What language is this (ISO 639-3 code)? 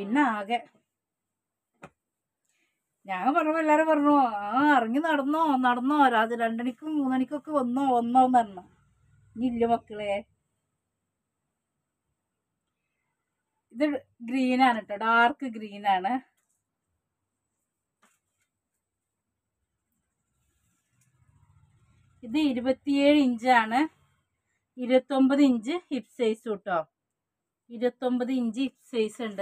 mal